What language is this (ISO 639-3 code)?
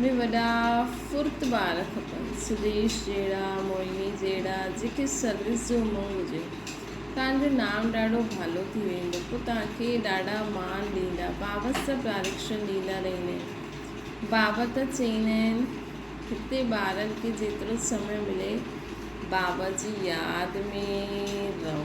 snd